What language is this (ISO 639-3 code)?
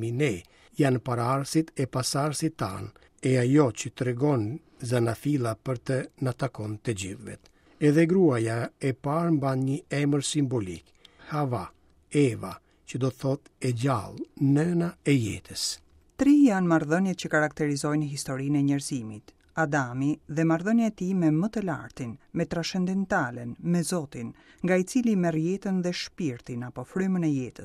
sqi